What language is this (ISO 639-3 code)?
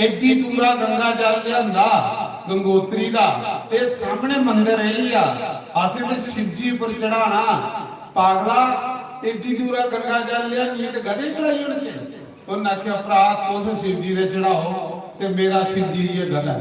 doi